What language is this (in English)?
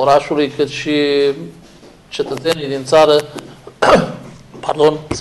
Romanian